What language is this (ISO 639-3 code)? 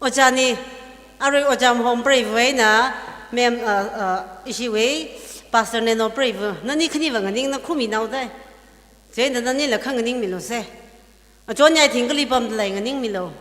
nmf